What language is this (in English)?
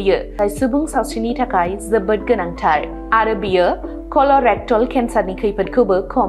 Bodo